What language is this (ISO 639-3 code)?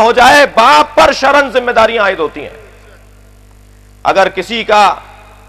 urd